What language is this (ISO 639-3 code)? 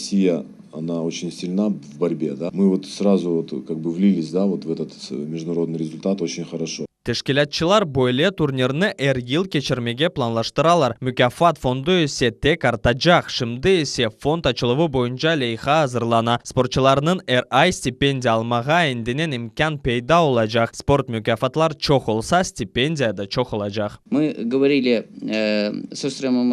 crh